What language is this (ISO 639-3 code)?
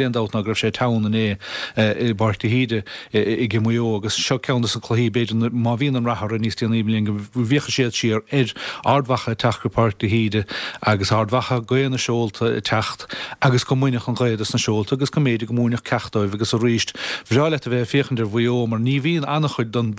gle